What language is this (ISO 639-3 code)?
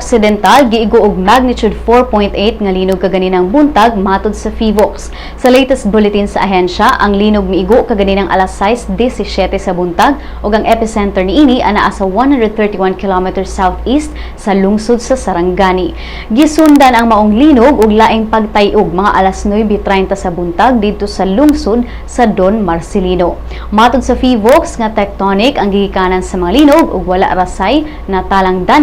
ceb